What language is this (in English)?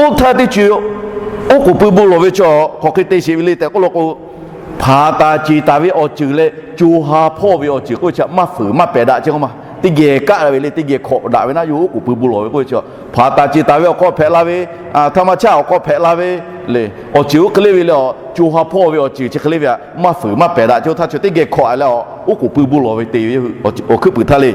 Lahu